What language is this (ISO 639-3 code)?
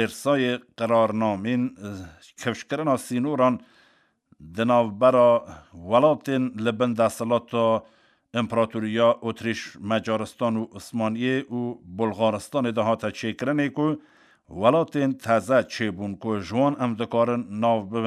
kur